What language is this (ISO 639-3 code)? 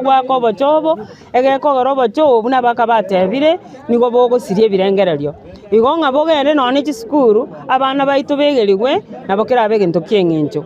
guz